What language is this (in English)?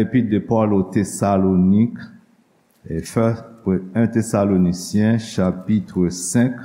Haitian Creole